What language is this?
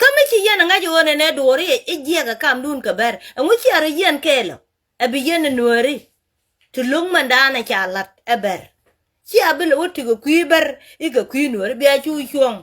Nuer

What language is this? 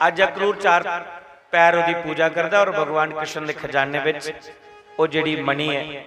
Dogri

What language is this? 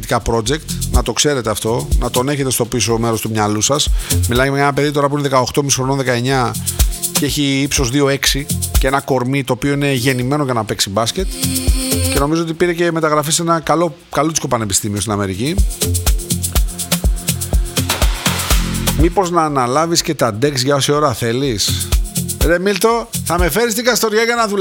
Greek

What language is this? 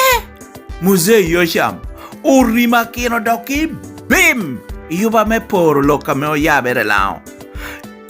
Lango (Uganda)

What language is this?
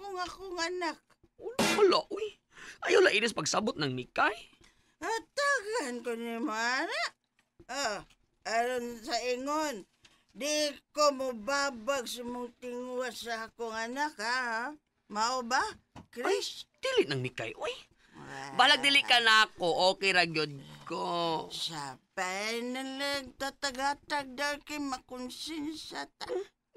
Cebuano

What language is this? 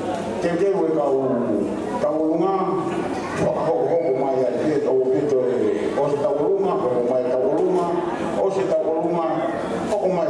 Tongan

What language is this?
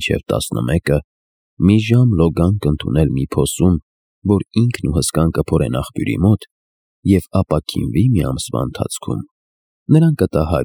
Armenian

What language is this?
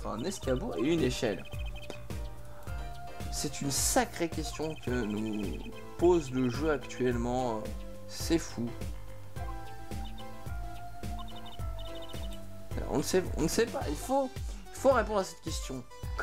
French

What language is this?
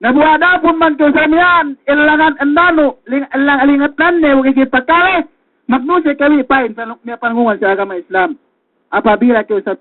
Yakan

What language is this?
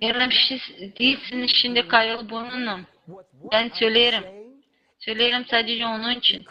Gagauz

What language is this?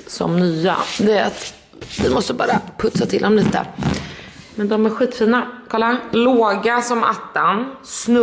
Swedish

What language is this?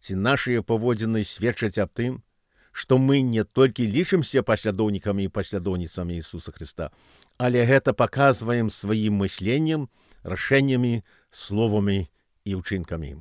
Belarusian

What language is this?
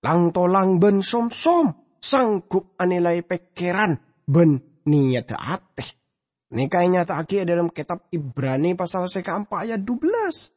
Madurese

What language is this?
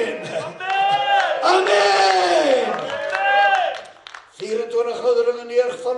Afrikaans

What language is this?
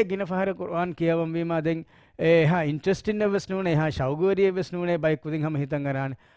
Divehi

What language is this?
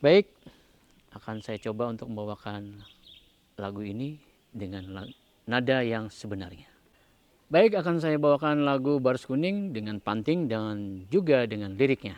Banjar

